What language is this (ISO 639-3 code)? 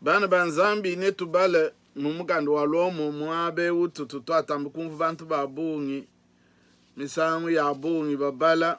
lua